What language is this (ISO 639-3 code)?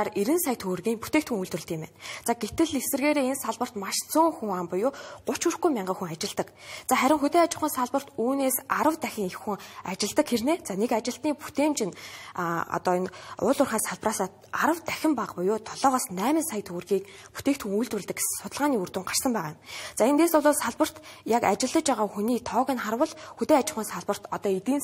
mon